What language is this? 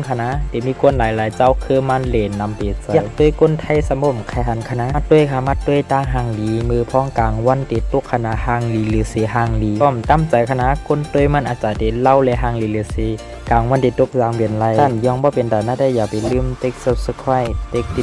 Shan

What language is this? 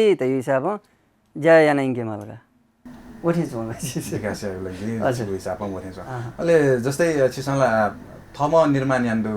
Newari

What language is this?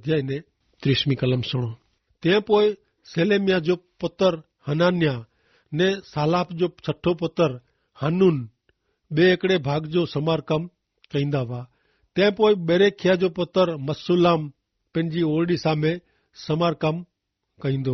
Kachhi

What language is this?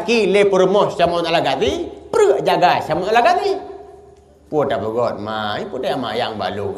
Achinese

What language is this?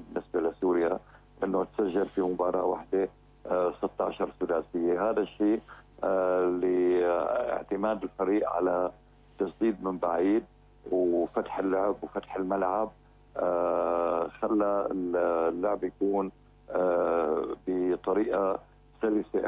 North Levantine Arabic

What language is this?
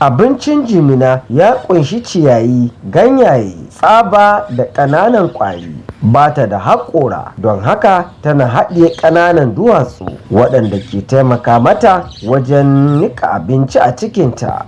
Hausa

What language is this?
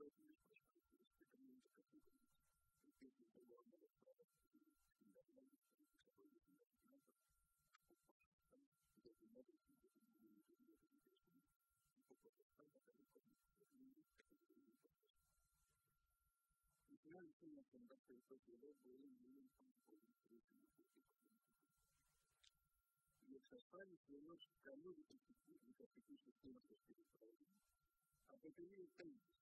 Greek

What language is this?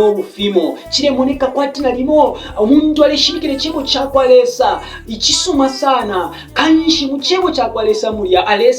Bemba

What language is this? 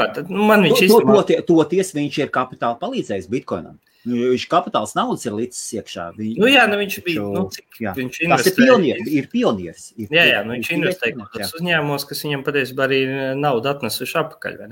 Latvian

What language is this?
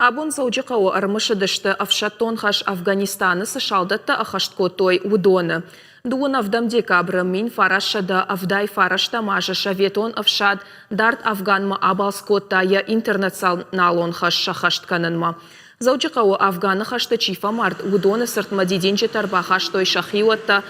Ossetic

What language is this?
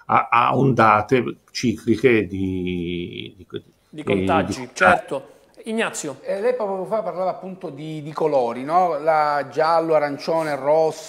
Italian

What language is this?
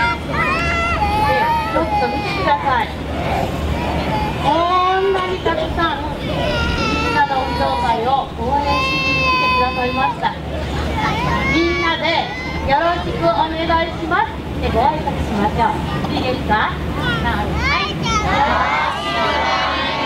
Japanese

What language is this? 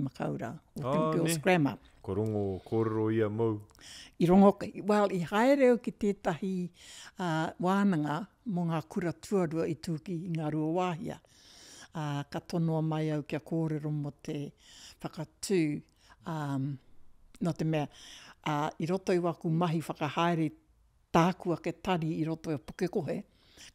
Māori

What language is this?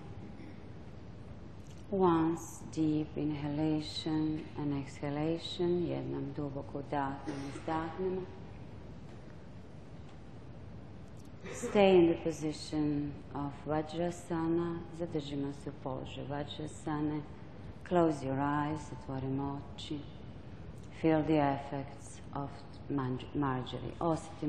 Croatian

